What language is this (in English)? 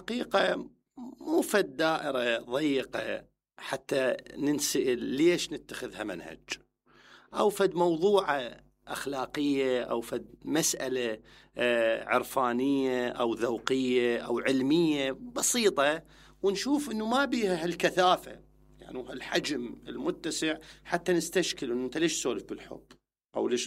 Mesopotamian Arabic